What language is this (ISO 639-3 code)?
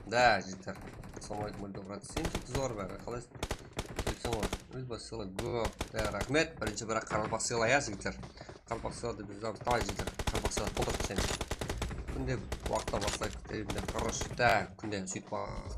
kaa